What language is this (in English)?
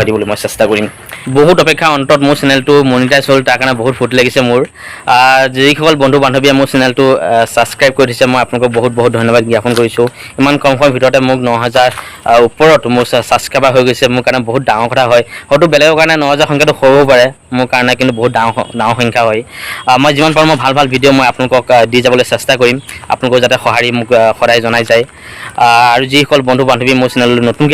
Assamese